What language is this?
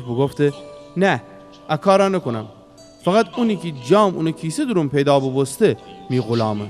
Gilaki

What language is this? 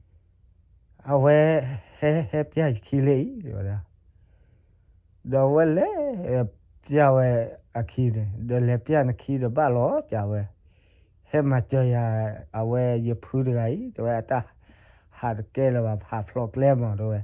S'gaw Karen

